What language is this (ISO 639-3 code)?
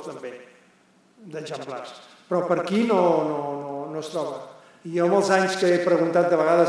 cat